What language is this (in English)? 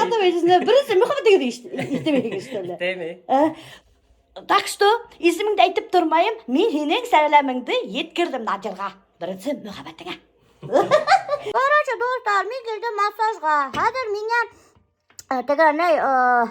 Bashkir